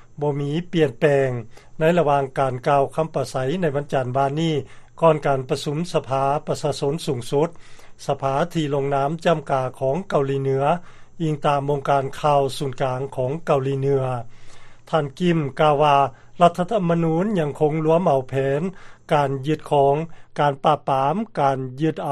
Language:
Lao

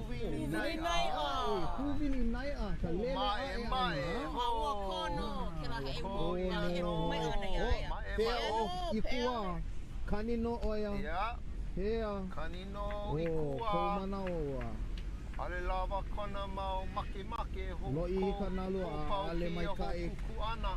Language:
Hawaiian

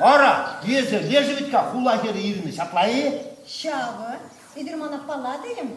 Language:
Chuvash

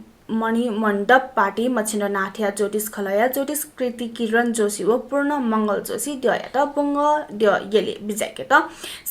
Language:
Newari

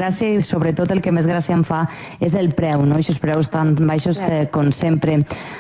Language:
Catalan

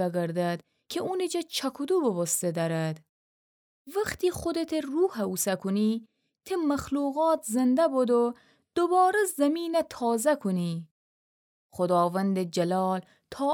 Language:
Gilaki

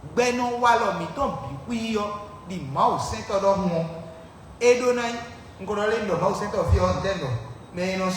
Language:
Fon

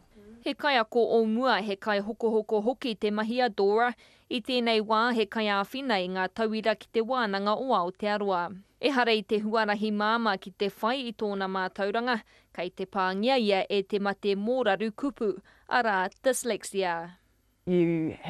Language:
Māori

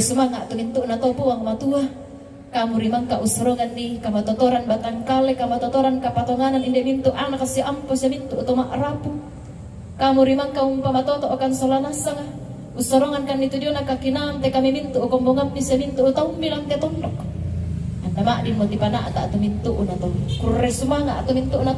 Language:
Toraja-Sa'dan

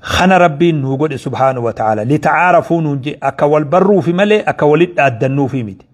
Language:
Oromo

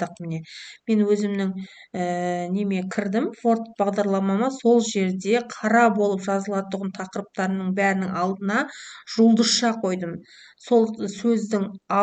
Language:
Kazakh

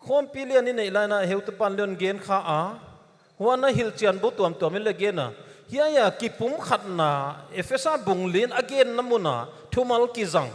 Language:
Paite Chin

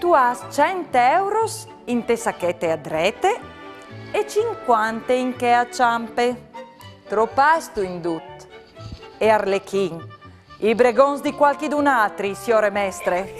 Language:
Friulian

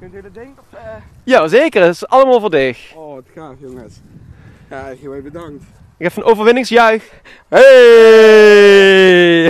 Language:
Limburgish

